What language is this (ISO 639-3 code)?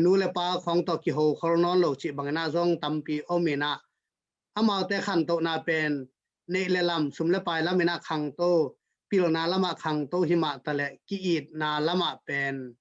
ctd